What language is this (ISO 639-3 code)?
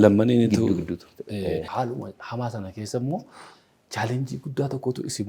orm